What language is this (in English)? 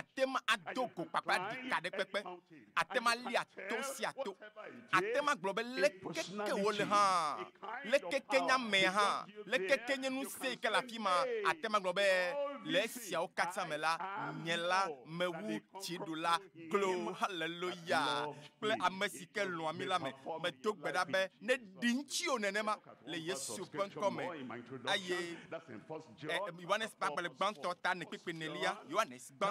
Ewe